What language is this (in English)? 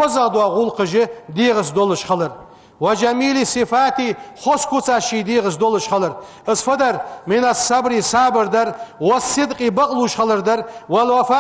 Ingush